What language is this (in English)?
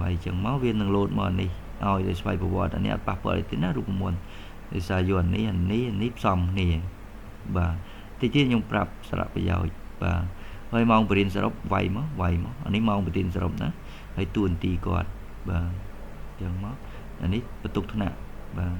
Khmer